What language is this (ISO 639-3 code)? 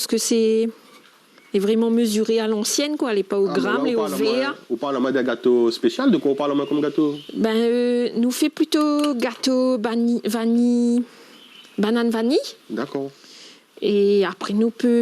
rcf